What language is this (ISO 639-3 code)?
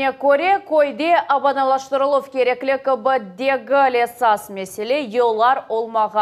crh